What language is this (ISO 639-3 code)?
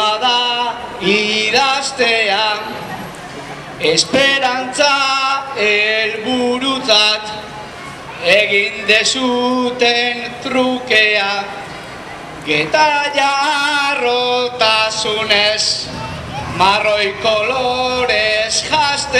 eus